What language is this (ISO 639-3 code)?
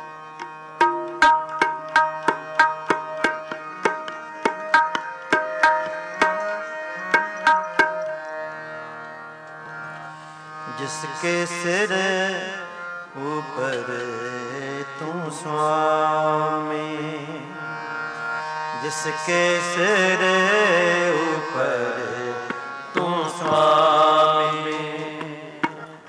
pan